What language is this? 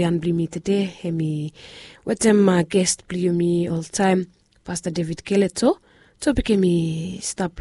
Bislama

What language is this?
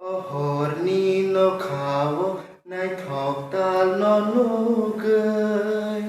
Kok Borok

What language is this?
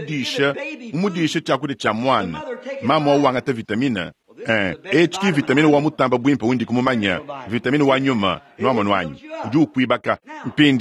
Luba-Lulua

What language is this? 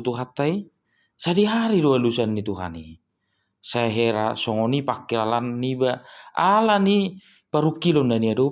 Batak Toba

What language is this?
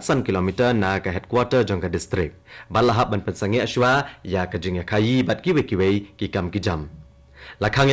Khasi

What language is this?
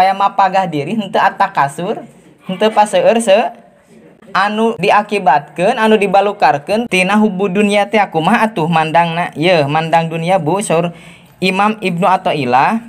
Sundanese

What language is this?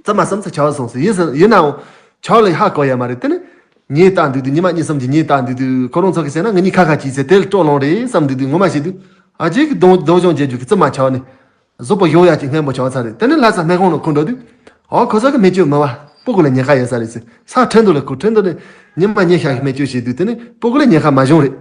Tibetan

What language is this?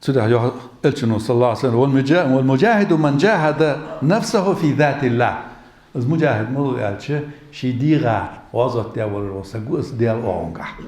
Ingush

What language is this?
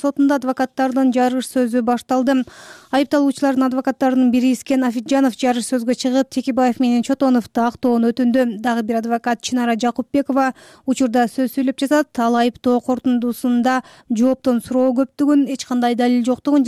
Kyrgyz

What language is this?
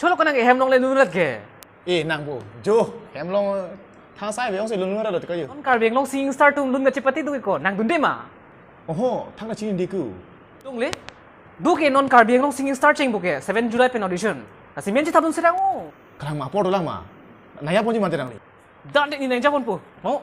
Karbi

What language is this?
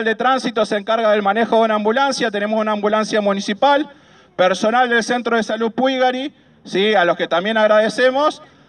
Spanish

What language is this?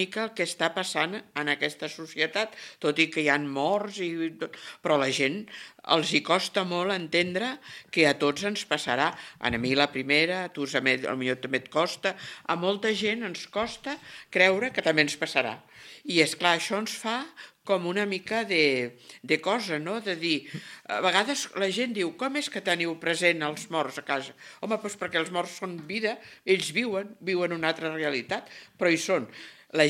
Catalan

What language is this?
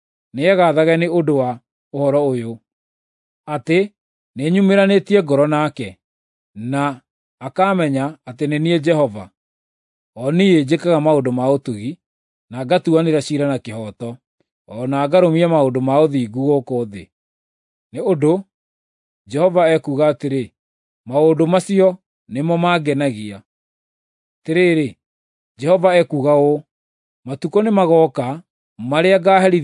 Kikuyu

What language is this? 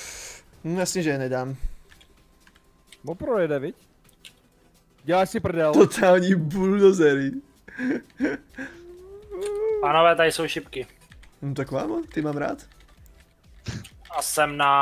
Czech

